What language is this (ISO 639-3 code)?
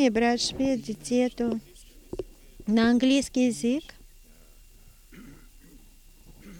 bul